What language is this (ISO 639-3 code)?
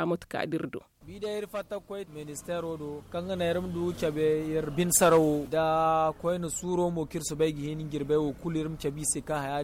dje